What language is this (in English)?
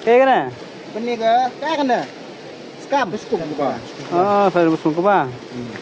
Khasi